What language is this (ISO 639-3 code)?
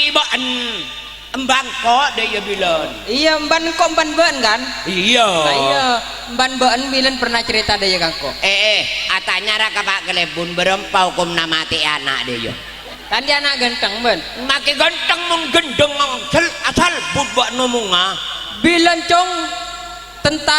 mad